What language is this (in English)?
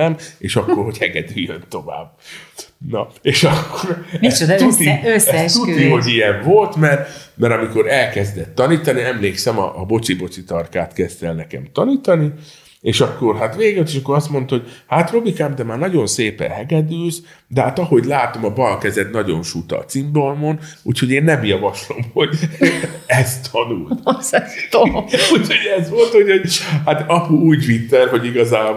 Hungarian